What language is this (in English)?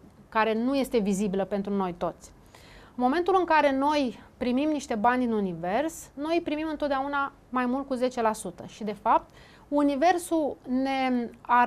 Romanian